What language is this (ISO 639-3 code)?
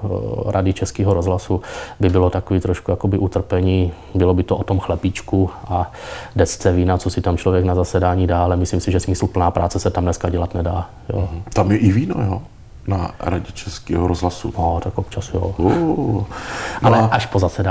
ces